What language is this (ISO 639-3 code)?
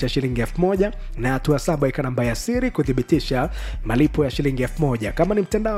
swa